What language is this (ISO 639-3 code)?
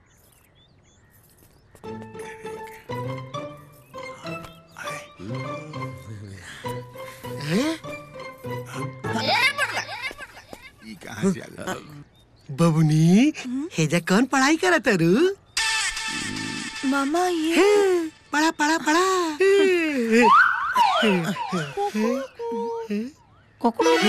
bho